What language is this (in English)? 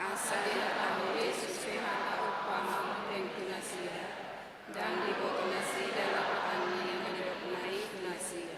Batak Toba